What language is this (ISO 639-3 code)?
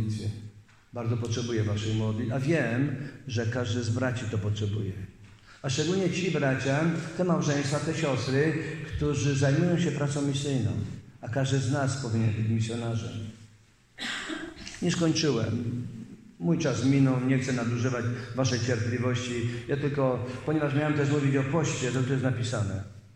pol